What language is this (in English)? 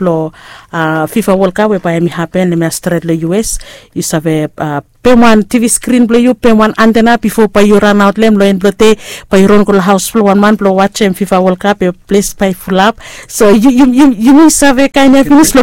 Bislama